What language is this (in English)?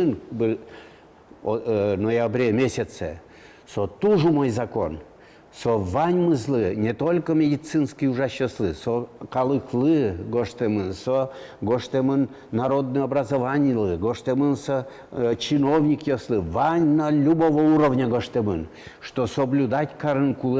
Udmurt